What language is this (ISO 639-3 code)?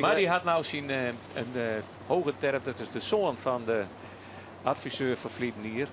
fry